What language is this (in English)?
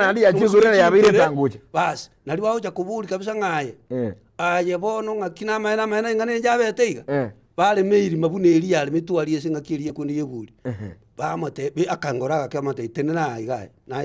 Gusii